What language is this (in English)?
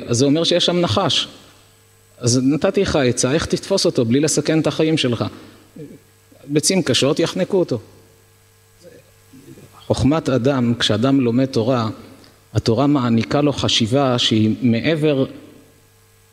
Hebrew